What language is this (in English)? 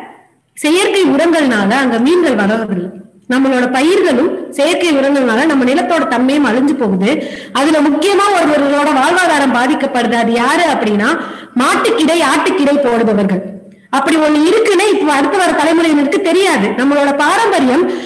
Tamil